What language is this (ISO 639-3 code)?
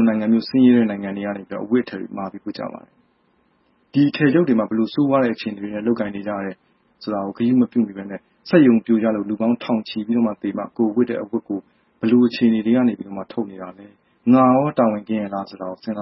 mya